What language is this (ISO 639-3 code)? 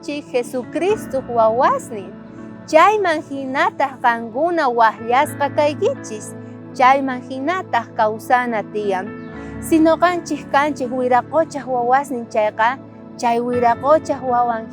quh